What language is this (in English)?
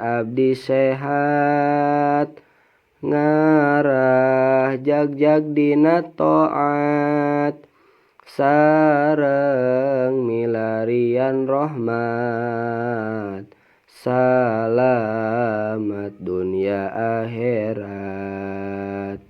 Sundanese